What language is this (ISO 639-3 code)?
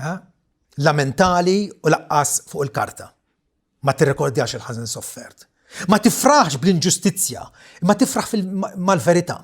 mlt